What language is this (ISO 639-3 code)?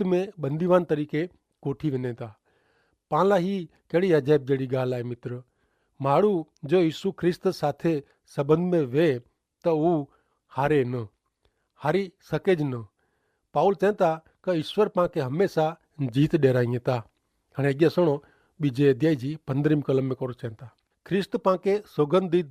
kfr